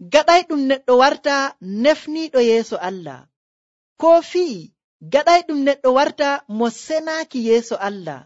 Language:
Nigerian Fulfulde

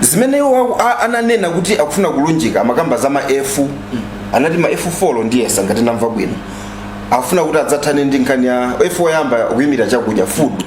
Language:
Nyanja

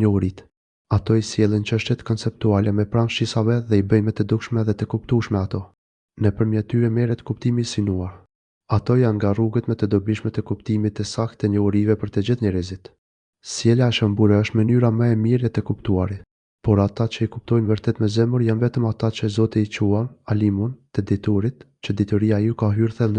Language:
Albanian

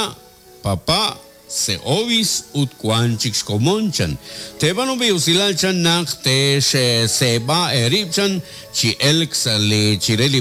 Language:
Kekchí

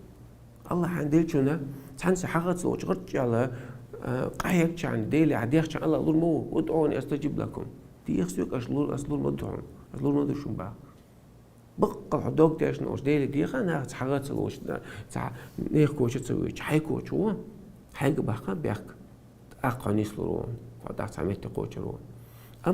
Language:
Chechen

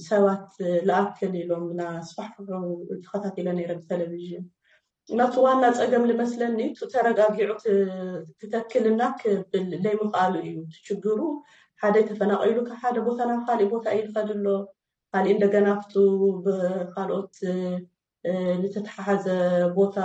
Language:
Tigrinya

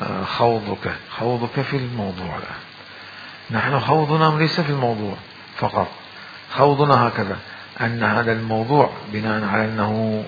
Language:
Mesopotamian Arabic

